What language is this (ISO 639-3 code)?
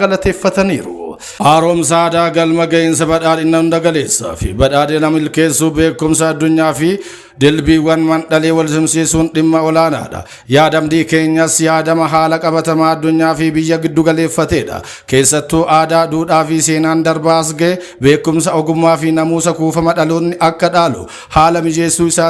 orm